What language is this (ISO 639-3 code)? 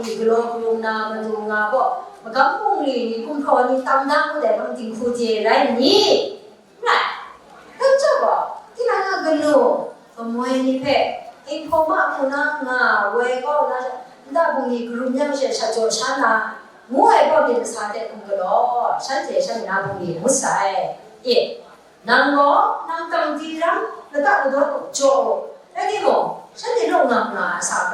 kac